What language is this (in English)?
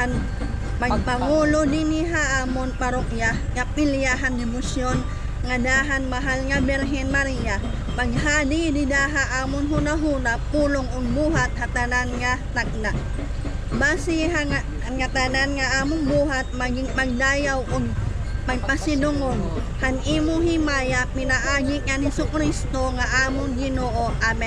Waray